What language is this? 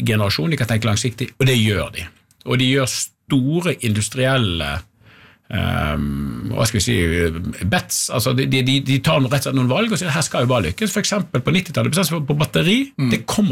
Norwegian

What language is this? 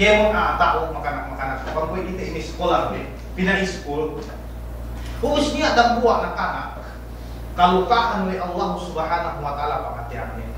Yakan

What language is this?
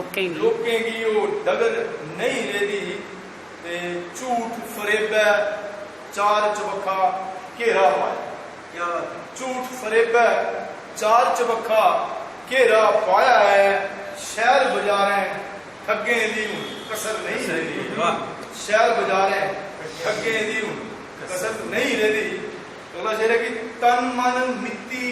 Dogri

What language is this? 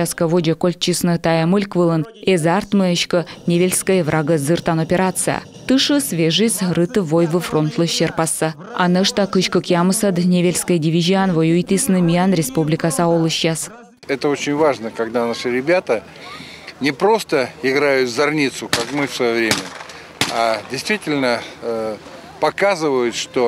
Komi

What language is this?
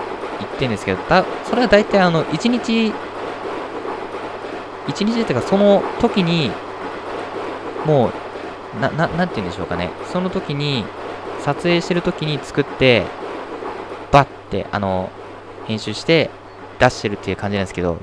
Japanese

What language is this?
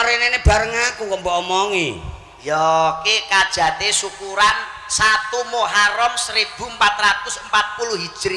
Javanese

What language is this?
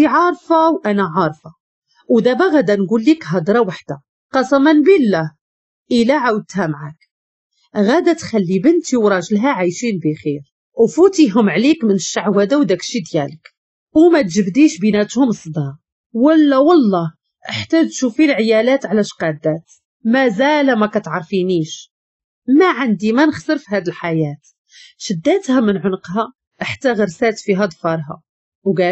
Moroccan Arabic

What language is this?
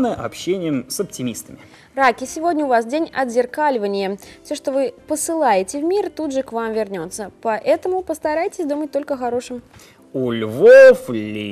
Russian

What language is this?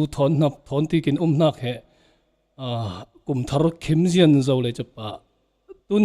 Falam Chin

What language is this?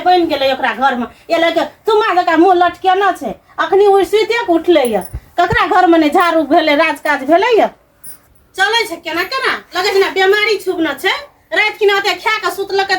Maithili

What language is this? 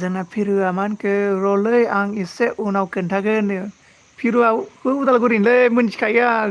Bodo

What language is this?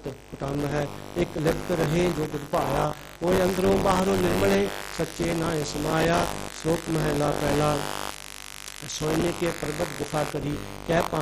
Punjabi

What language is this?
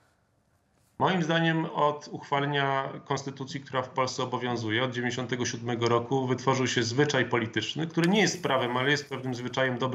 Polish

